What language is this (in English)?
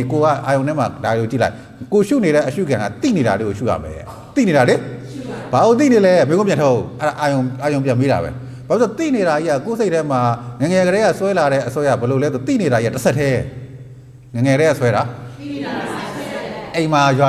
Burmese